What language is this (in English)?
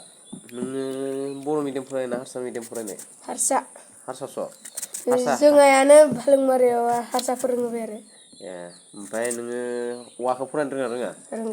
Bodo